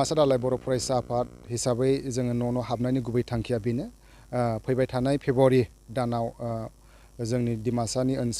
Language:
Bodo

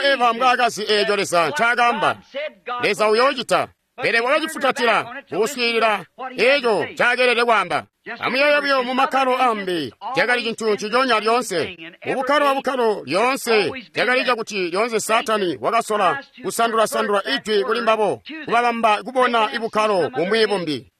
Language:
Tonga (Zambia)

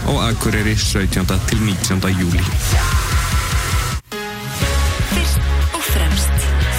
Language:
Icelandic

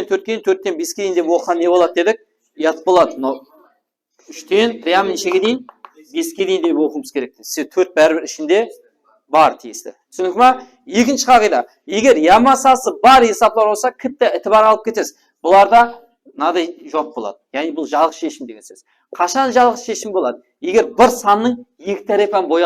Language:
Kara-Kalpak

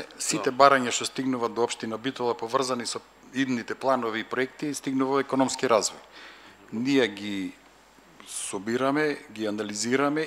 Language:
Macedonian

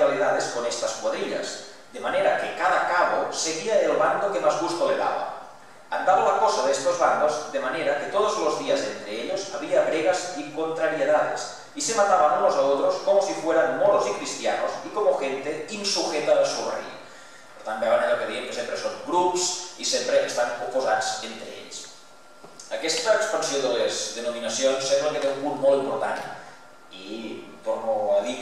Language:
Catalan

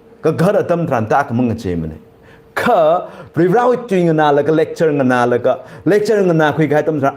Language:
Tangkhul Naga (India)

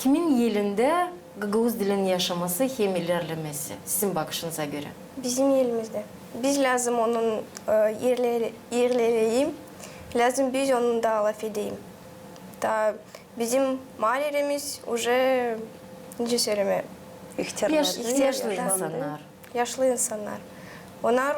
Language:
Gagauz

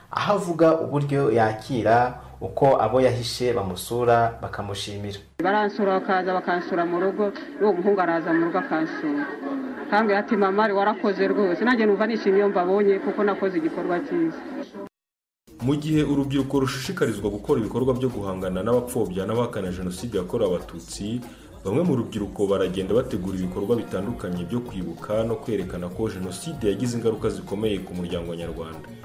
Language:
Kinyarwanda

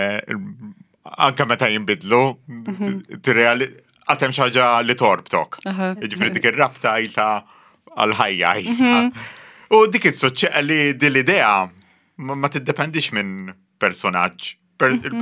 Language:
Maltese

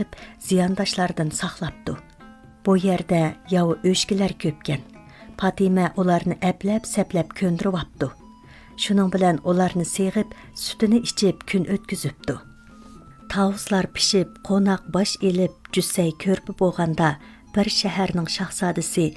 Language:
Uyghur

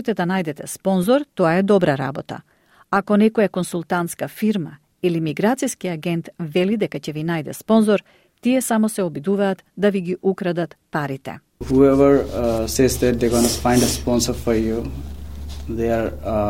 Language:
Macedonian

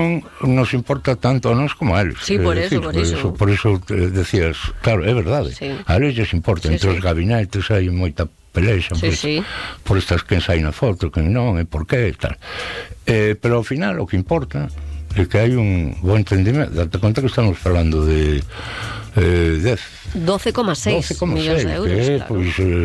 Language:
Galician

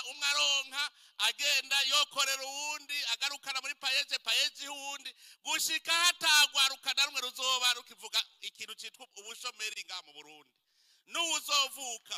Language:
Rundi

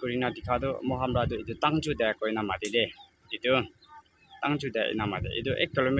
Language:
Naga Pidgin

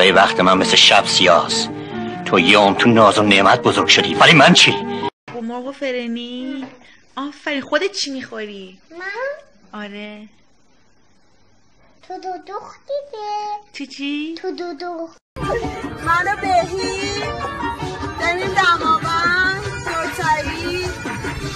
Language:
Persian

